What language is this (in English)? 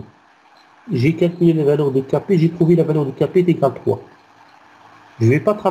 French